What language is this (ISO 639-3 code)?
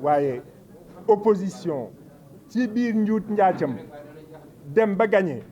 wol